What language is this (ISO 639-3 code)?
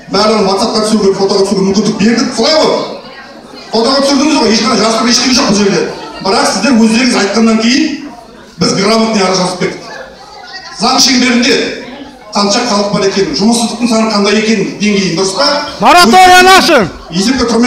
kaz